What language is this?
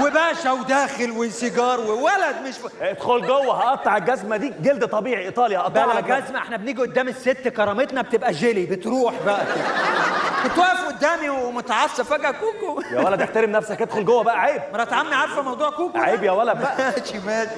Egyptian Arabic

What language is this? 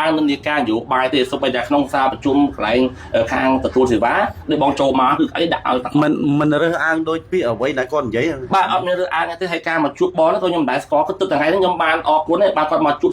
Khmer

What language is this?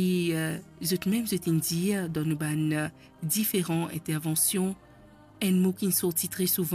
Morisyen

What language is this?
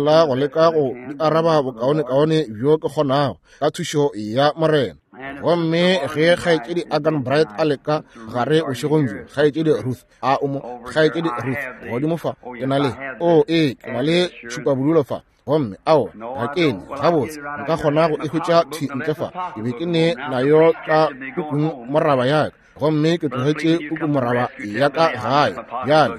Northern Sotho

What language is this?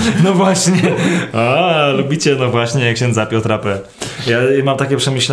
Polish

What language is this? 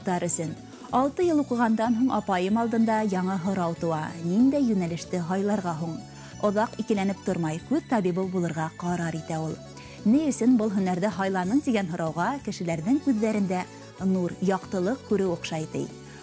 Bashkir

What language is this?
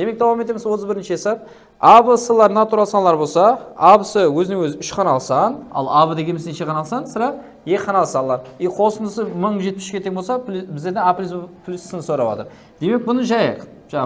Kara-Kalpak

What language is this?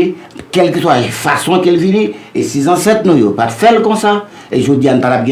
Haitian Creole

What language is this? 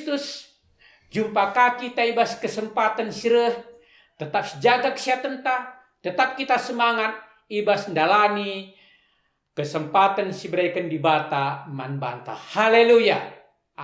Batak Karo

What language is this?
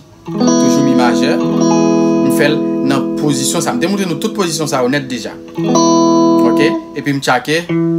Haitian Creole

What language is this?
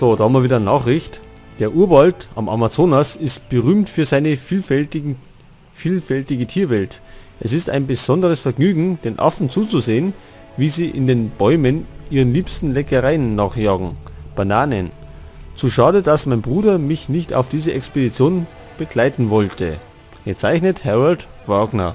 Bavarian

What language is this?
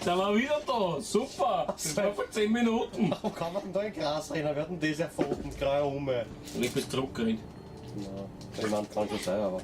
Bavarian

